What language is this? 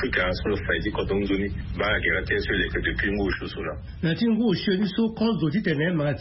Sango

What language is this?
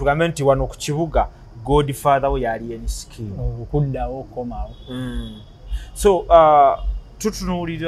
Ganda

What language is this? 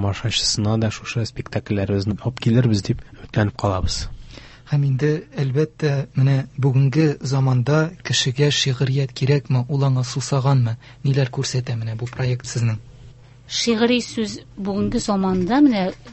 Tatar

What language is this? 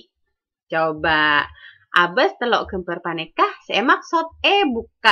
Madurese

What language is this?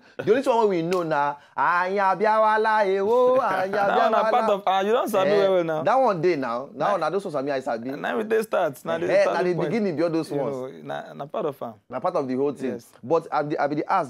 Nigerian Pidgin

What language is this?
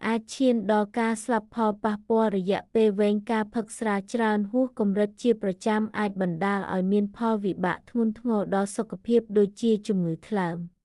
Khmer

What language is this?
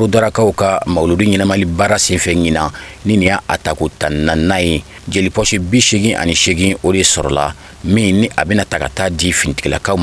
Bambara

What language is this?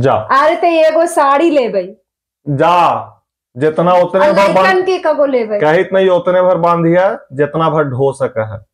Magahi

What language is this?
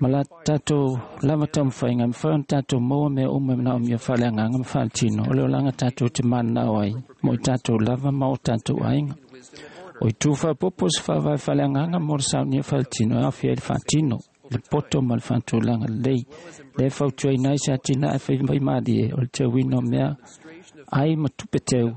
Samoan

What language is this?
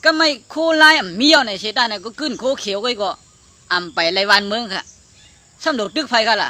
Shan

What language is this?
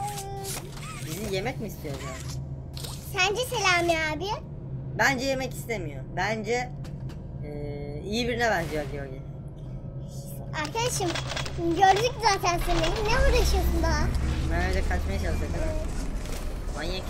Turkish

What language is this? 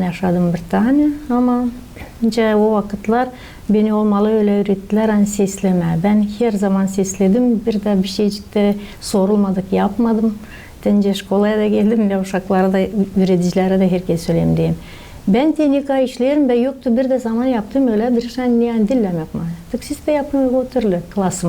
Gagauz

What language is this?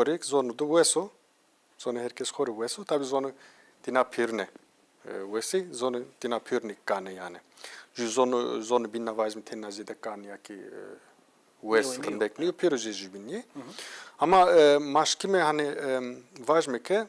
Zaza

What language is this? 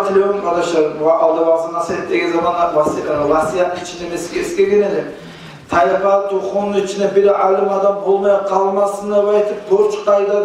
Kumyk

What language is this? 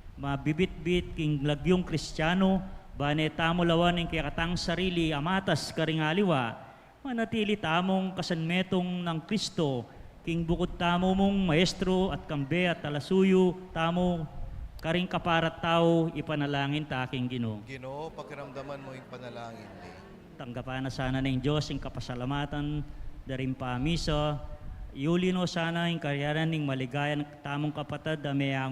Pampanga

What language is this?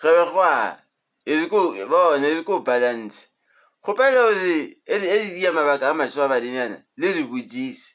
Northern Sotho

